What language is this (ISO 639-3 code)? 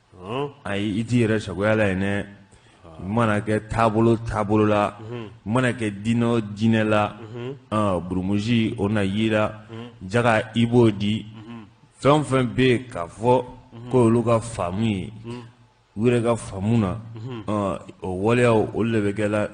bam